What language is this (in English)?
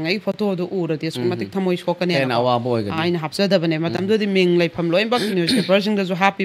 Manipuri